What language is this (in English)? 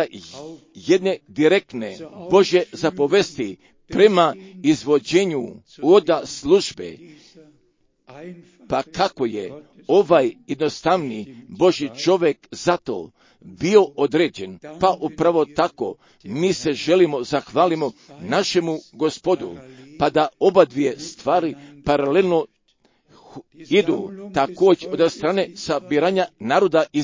Croatian